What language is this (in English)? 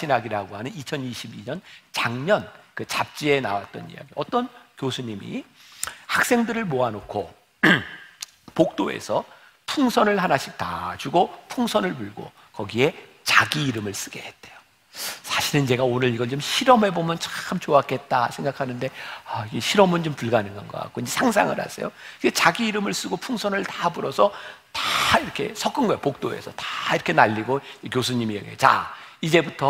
Korean